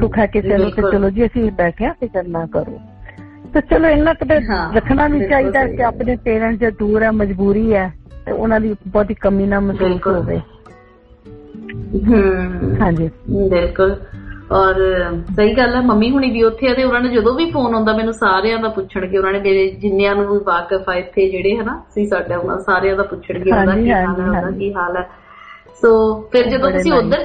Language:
Punjabi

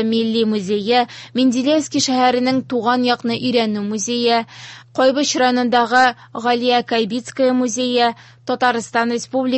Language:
Tatar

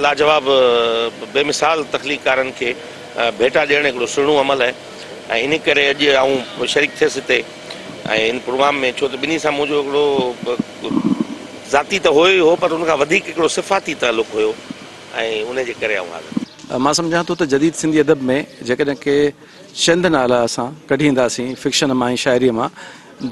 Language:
Sindhi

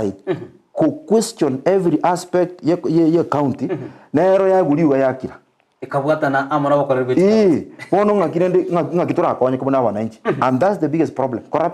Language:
Gusii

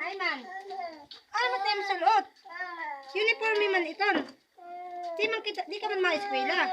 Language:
Waray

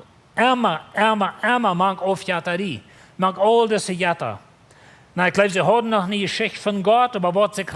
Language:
Plautdietsch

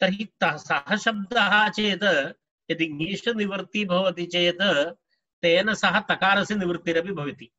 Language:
Sanskrit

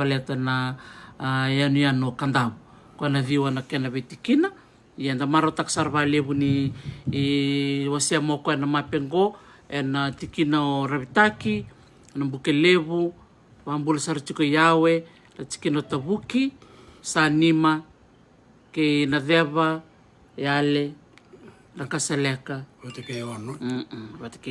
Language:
Fijian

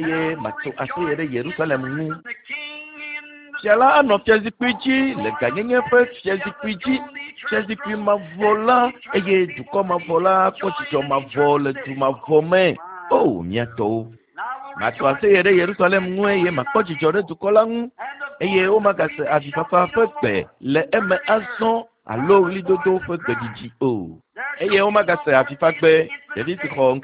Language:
Ewe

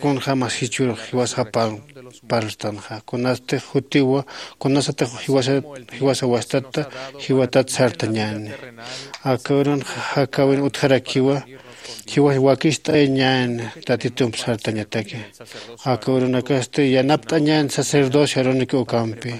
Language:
Aymara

